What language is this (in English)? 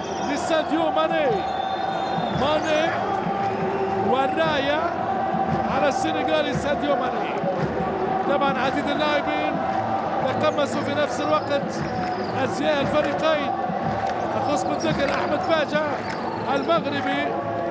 Arabic